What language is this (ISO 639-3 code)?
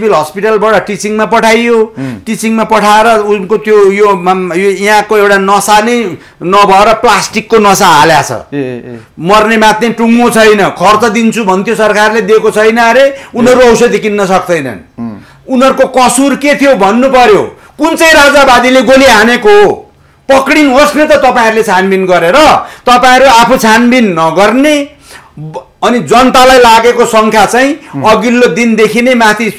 nep